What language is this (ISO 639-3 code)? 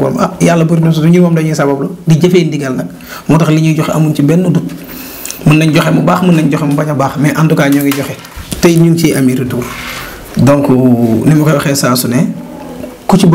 wol